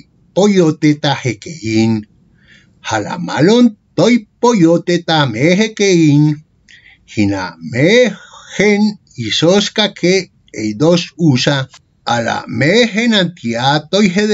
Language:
Ancient Greek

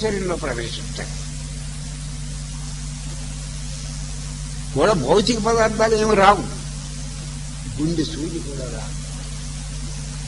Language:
Telugu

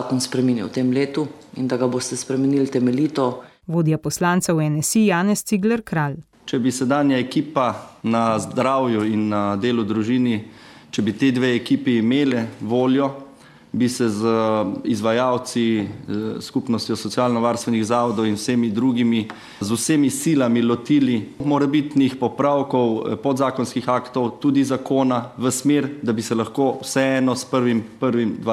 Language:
Slovenian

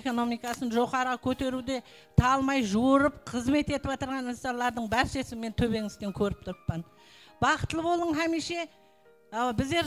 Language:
Kara-Kalpak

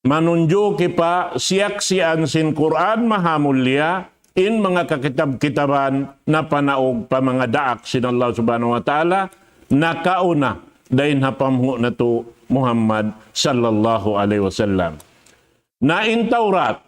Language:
Tausug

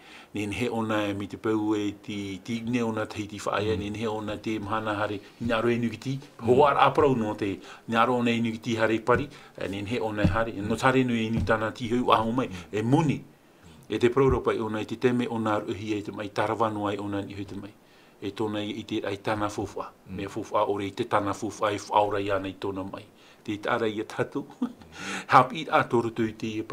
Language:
Tahitian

